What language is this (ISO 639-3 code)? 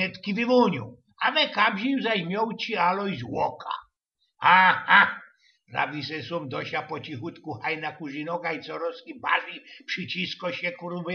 szl